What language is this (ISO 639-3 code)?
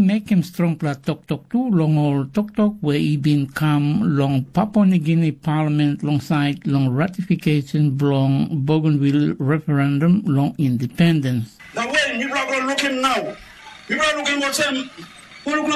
tpi